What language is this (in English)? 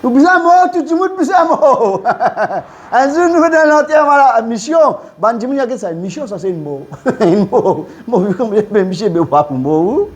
Morisyen